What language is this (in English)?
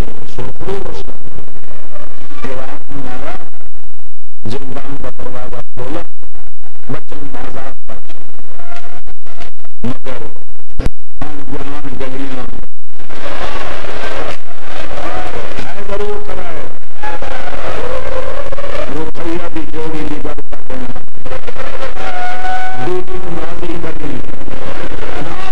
Urdu